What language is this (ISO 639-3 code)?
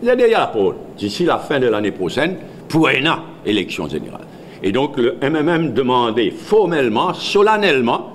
mfe